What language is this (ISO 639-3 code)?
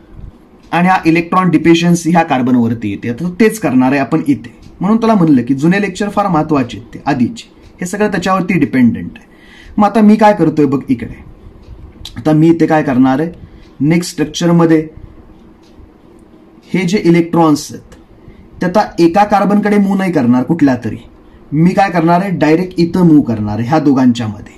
mar